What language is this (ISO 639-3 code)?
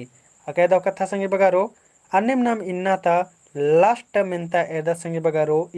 kru